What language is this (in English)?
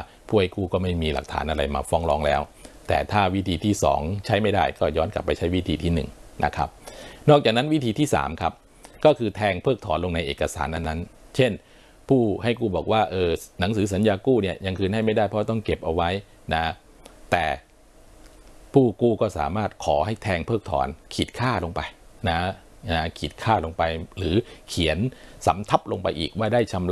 Thai